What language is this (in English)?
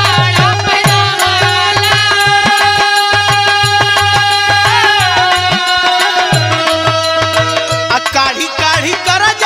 Bhojpuri